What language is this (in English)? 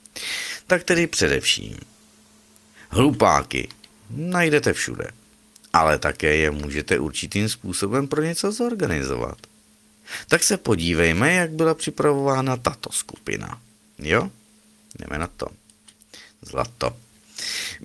Czech